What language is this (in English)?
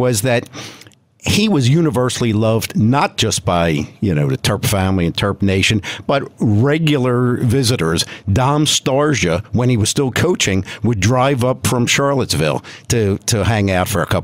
English